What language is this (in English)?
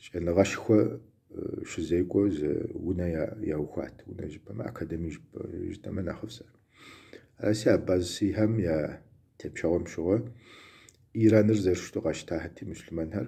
Kabardian